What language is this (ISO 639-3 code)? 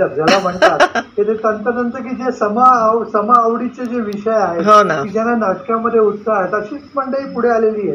mar